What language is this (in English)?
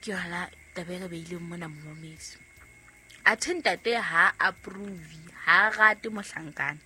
Southern Sotho